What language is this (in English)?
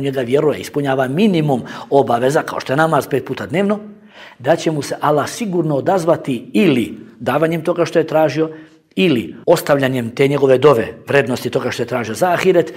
Bosnian